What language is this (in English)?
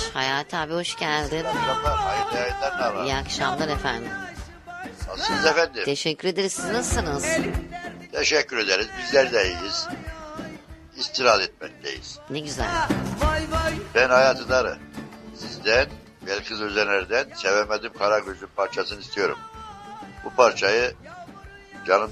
Turkish